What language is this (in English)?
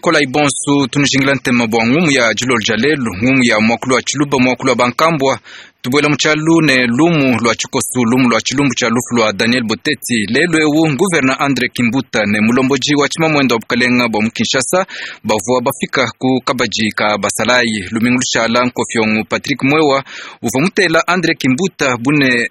Luba-Lulua